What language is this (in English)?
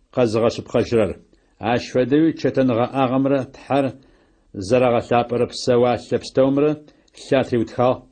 Adyghe